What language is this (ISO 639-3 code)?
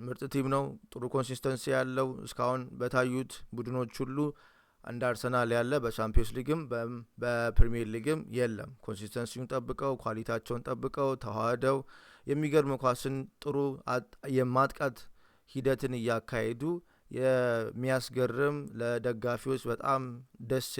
amh